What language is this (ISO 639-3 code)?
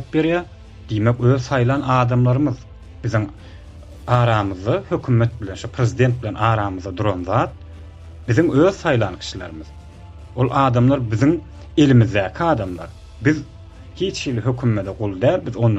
tuk